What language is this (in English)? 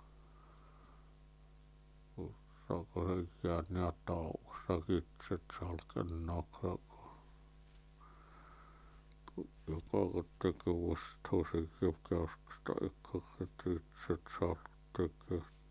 Finnish